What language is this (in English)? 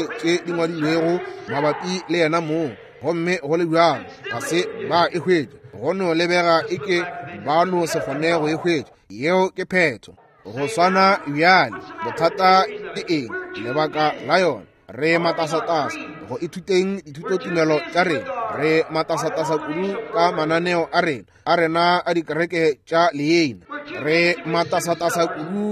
Northern Sotho